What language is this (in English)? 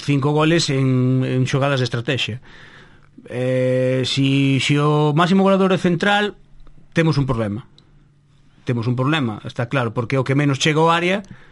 Galician